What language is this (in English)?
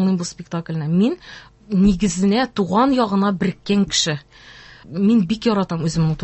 Tatar